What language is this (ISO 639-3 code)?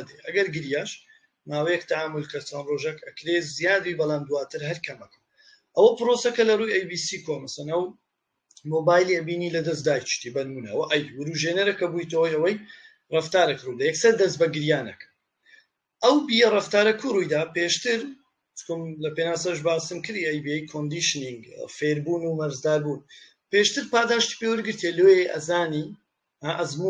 ckb